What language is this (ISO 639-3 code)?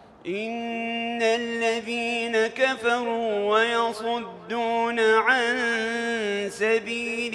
ara